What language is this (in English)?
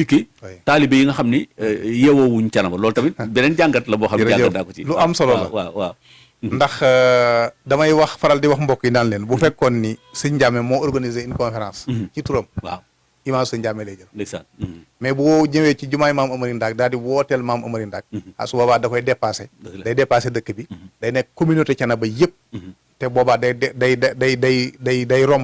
Wolof